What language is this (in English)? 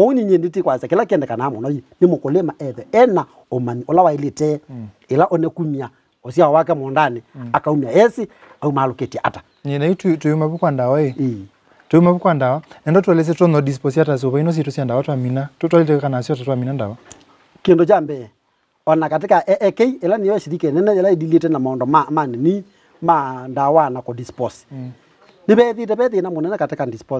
Kamba